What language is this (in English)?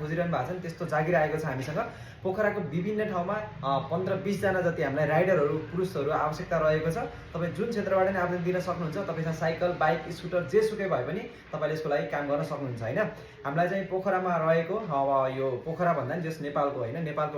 Nepali